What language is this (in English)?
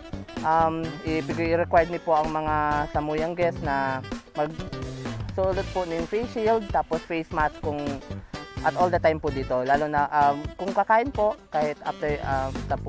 Bikol